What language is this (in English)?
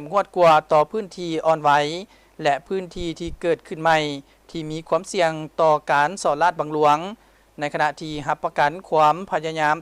Lao